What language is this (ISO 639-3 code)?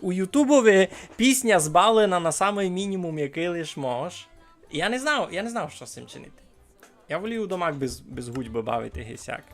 rue